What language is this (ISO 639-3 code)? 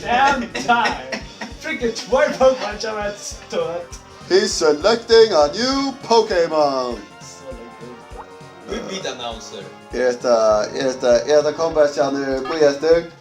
fao